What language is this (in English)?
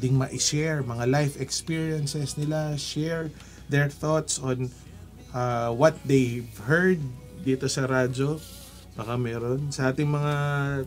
Filipino